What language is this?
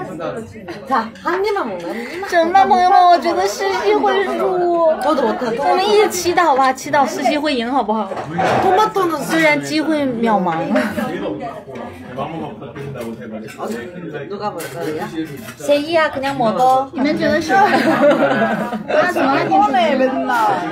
Korean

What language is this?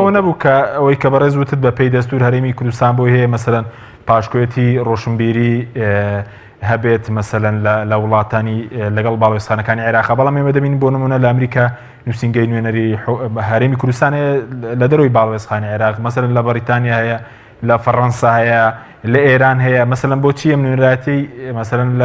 Central Kurdish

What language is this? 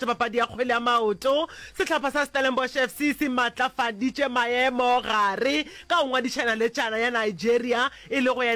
Northern Sotho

